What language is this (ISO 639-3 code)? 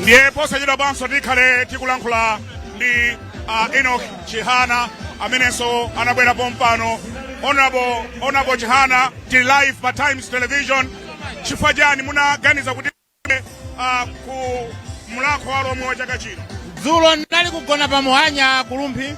nya